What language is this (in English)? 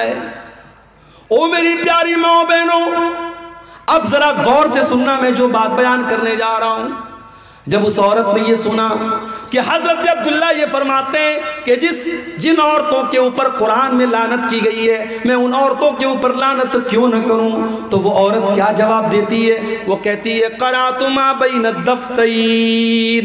Urdu